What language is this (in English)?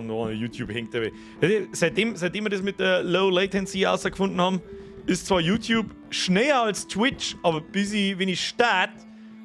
Bavarian